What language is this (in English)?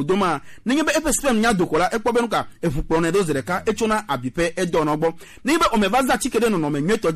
Gen